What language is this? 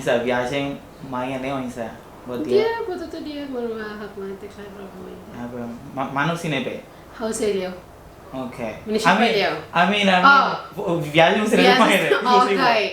Tetum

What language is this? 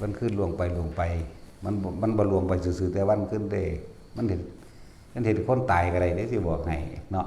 Northeastern Thai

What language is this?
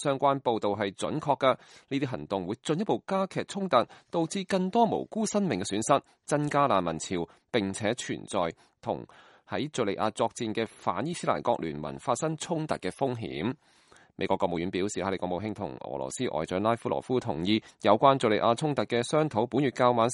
Cantonese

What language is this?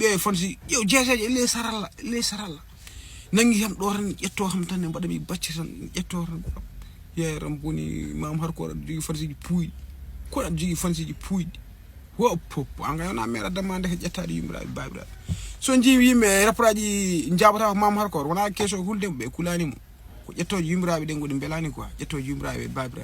Fula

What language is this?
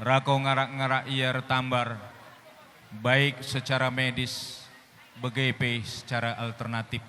Batak Karo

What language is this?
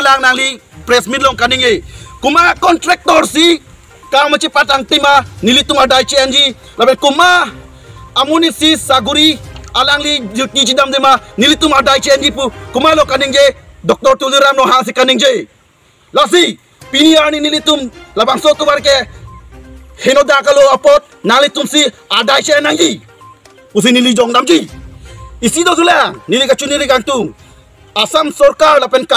Karbi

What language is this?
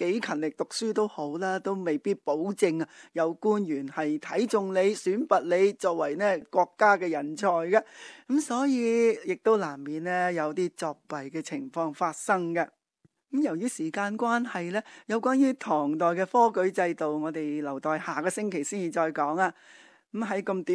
Cantonese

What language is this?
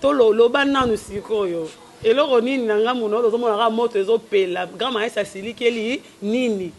Lingala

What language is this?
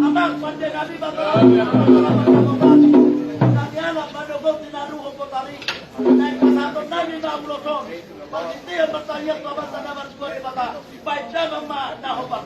Batak Toba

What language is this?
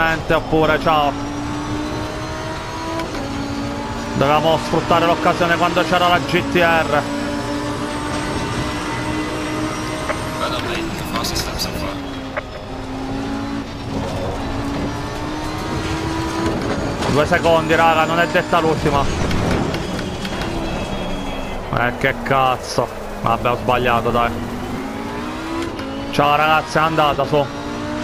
Italian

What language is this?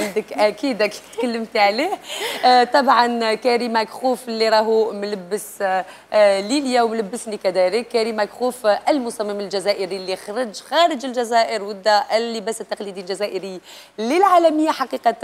Algerian Arabic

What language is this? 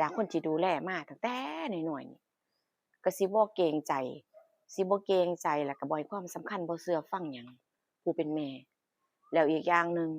Northeastern Thai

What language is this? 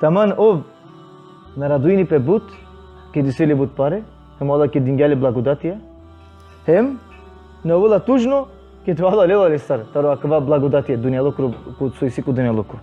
Balkan Romani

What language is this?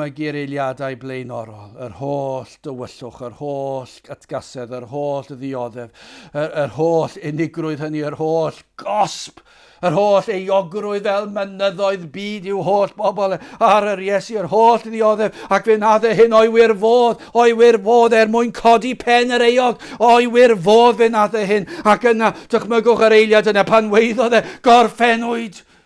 Welsh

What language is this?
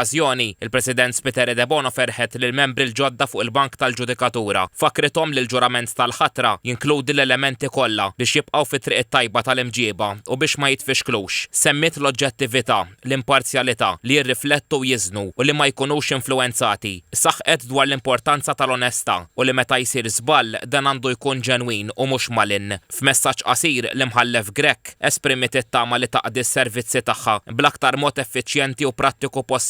Maltese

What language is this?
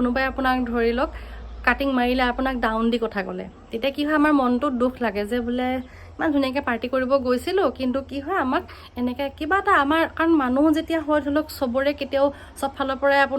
Assamese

